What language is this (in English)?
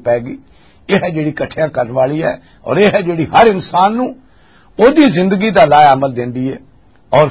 Western Panjabi